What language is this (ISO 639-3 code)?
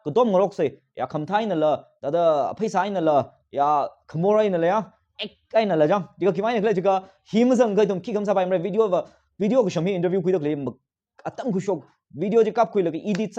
nmf